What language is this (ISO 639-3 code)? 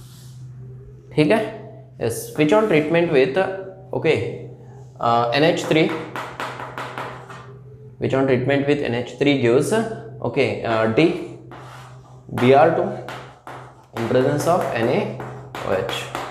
mar